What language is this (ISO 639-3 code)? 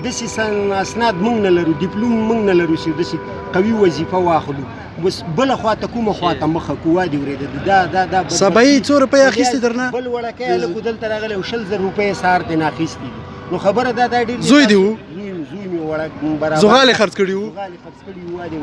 pus